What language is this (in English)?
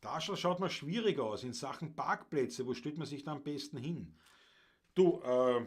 Bavarian